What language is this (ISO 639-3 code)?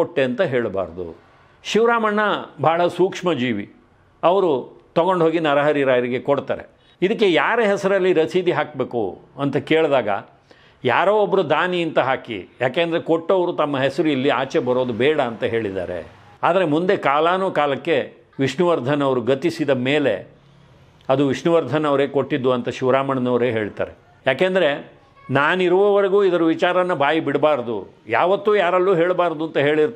kan